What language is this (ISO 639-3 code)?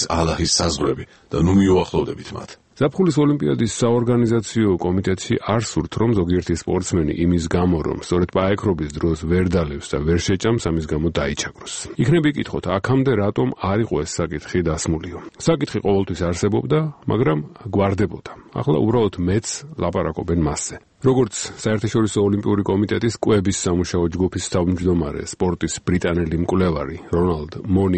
kat